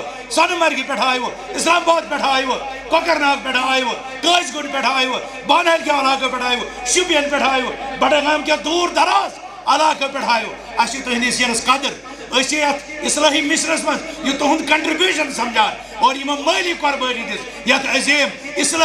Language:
Kashmiri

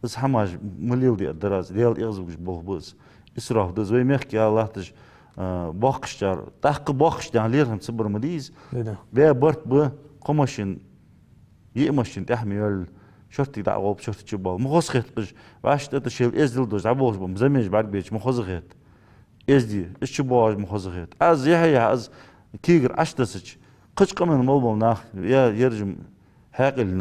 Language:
Ingush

